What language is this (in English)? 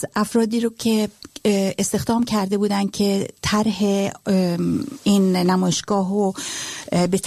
Persian